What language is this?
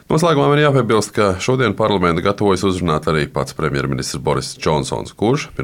Latvian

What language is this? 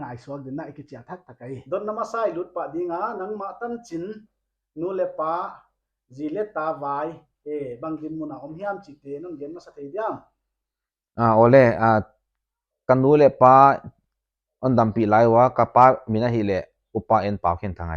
Paite Chin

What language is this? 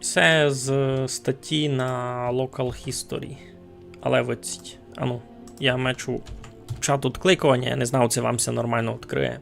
Rusyn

